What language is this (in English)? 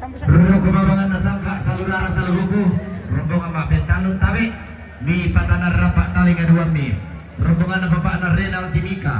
Toraja-Sa'dan